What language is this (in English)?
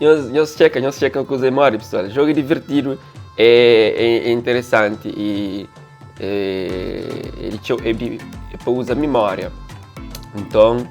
Kabuverdianu